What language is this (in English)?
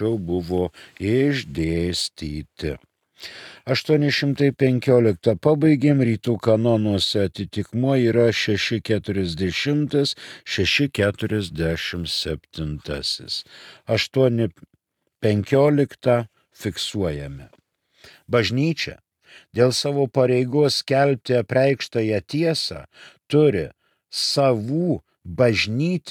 Lithuanian